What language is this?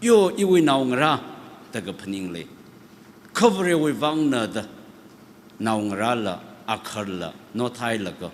Tangkhul Naga (India)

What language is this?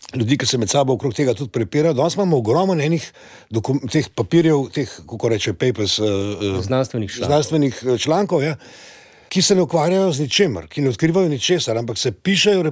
Slovenian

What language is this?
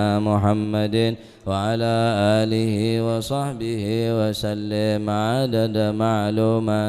Madurese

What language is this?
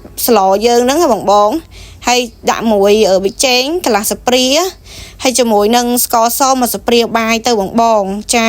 Khmer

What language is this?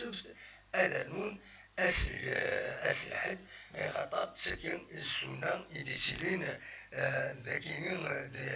Kabyle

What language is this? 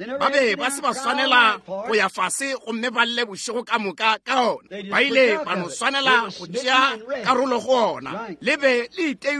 Northern Sotho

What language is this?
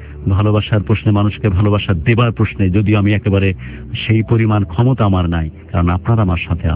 Bangla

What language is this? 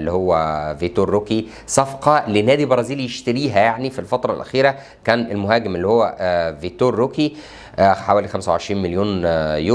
Egyptian Arabic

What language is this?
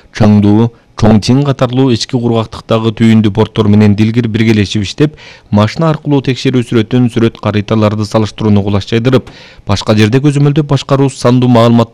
Kyrgyz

